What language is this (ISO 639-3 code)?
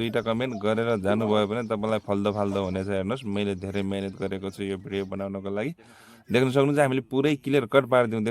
nep